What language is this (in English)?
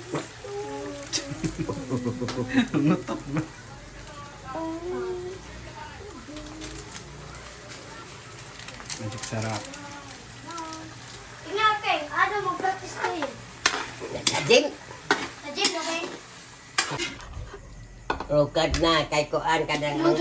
Cebuano